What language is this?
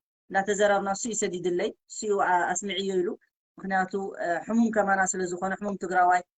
Tigrinya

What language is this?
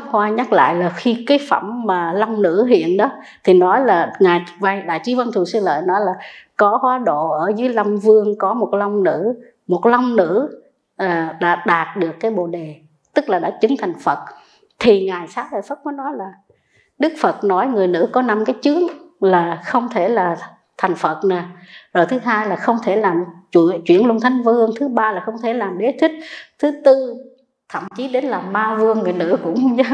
Vietnamese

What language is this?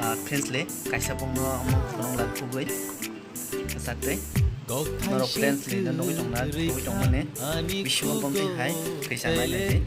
Kok Borok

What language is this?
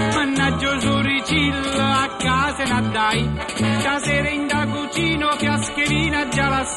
Neapolitan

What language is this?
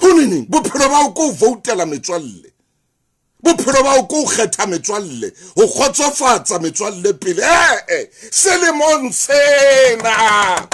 Southern Sotho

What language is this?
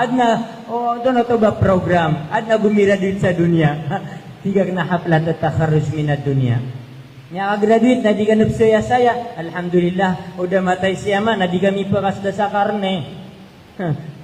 Maranao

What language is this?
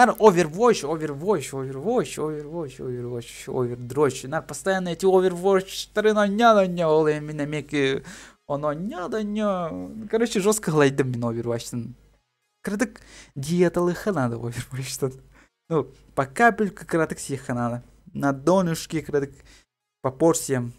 Yakut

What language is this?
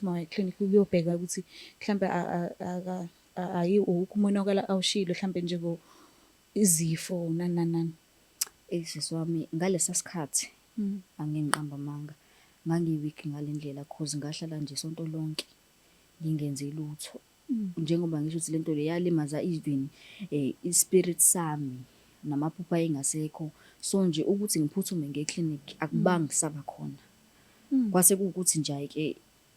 Zulu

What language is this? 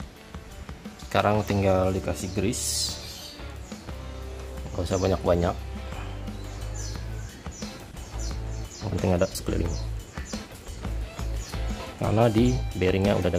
Indonesian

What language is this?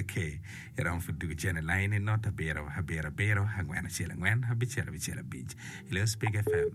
Acoli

